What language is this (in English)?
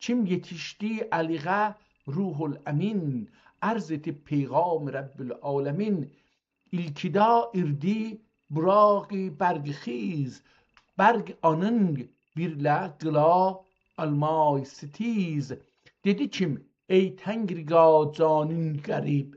South Azerbaijani